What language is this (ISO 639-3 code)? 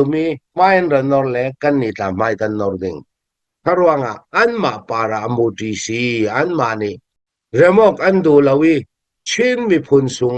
cnh